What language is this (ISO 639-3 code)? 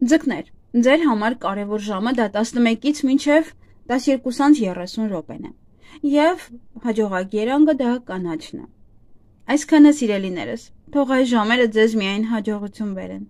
hye